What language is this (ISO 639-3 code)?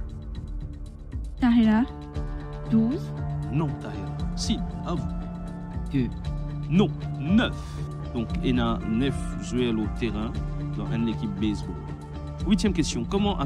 fra